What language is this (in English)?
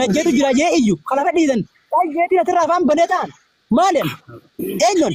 Oromo